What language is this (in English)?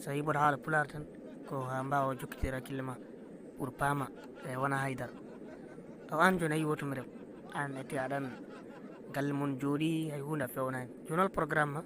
Fula